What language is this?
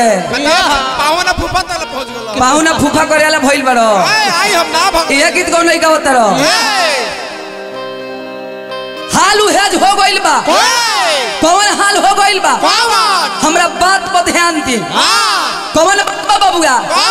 Bhojpuri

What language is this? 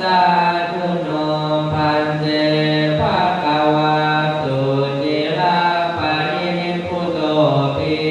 Pali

